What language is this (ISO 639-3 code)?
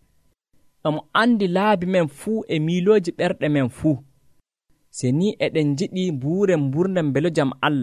fuv